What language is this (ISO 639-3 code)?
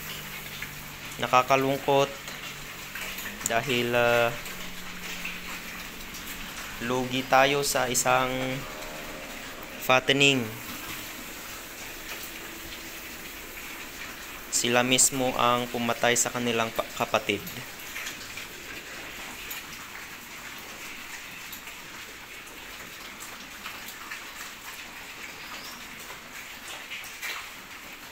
fil